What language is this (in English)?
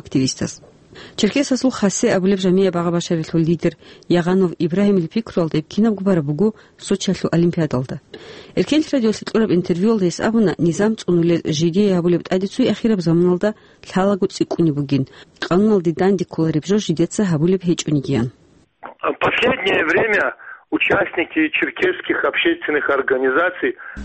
Avaric